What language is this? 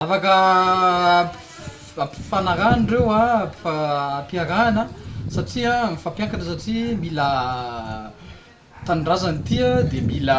Malagasy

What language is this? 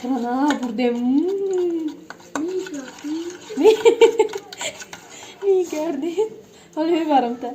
Tajik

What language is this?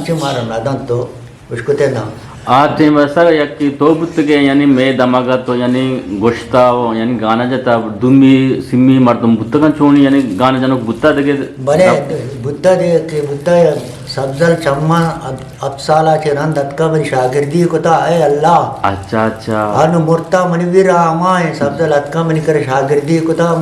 Eastern Balochi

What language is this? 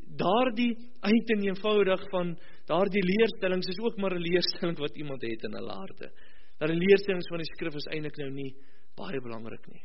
Afrikaans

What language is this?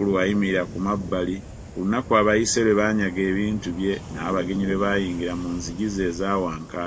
Ganda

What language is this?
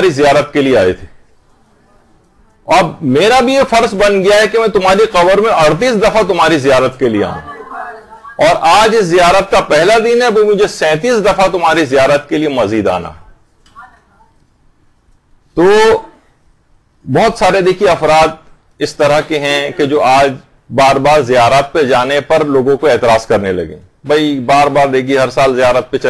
Urdu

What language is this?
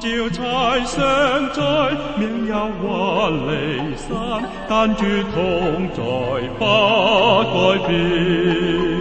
Cantonese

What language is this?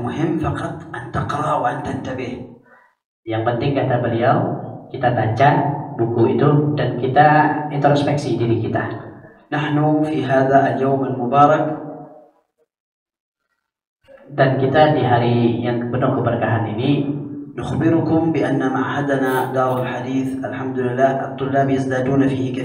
Indonesian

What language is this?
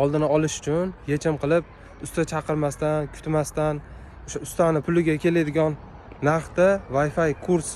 Uzbek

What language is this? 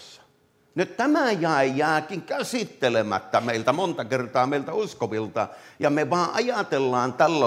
Finnish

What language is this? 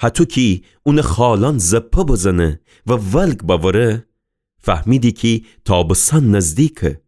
Gilaki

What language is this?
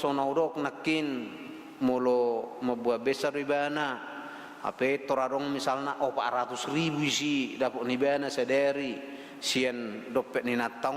Batak Toba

